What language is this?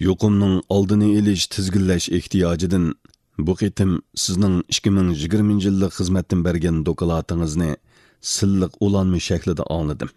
Uyghur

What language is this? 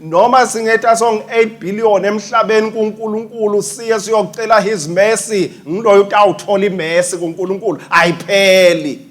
Swati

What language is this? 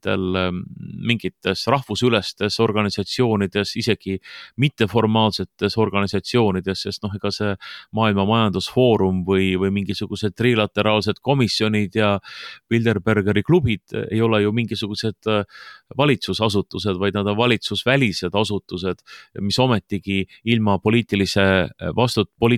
Estonian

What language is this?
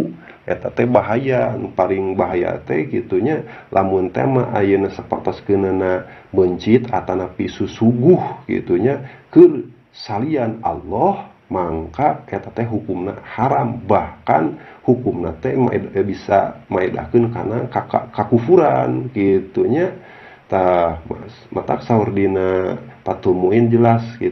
Sundanese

